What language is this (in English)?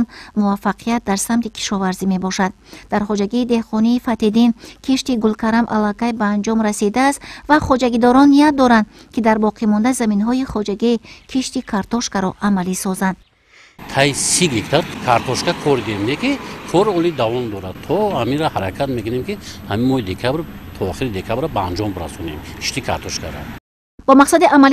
Tajik